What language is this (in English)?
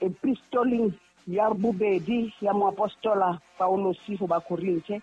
Southern Sotho